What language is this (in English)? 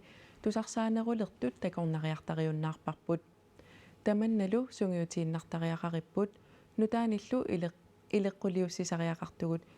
Kalaallisut